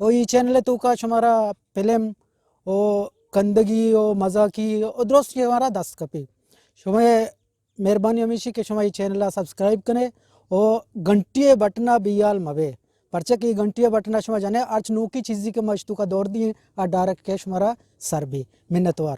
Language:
Eastern Balochi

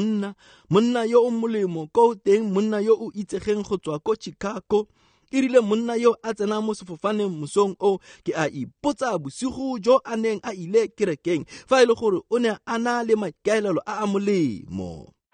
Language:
Tswana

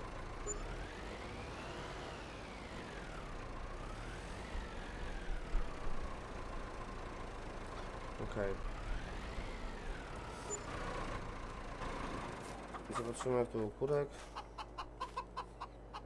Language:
Polish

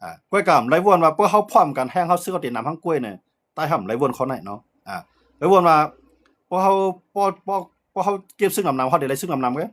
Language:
Shan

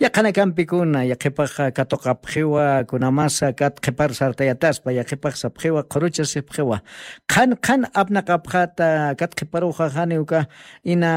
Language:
Aymara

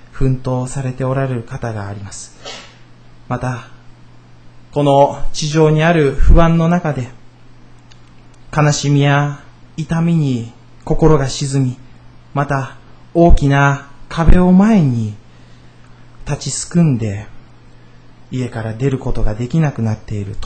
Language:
Japanese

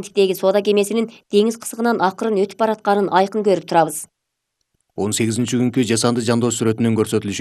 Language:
Kyrgyz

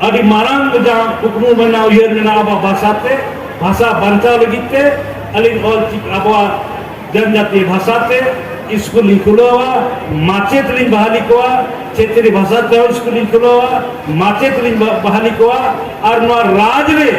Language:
Santali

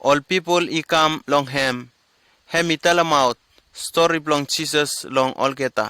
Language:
Bislama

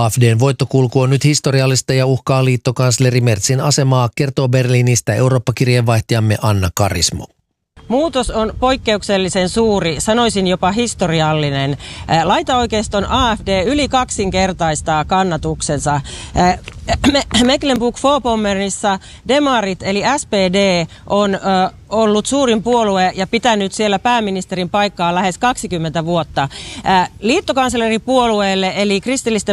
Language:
Finnish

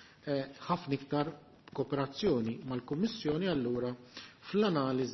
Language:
Maltese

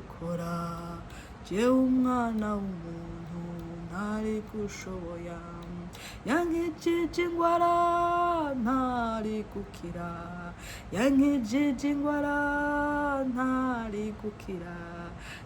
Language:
Rundi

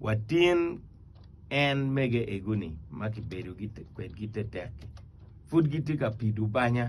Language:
Acoli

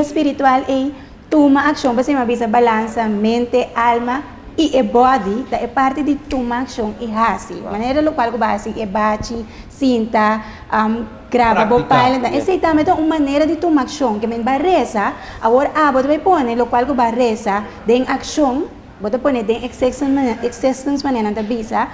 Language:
Papiamento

